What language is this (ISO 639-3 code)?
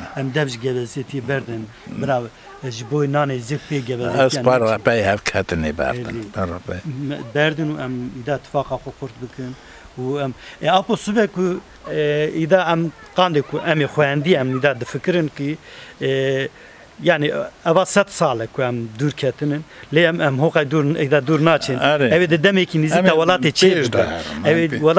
kur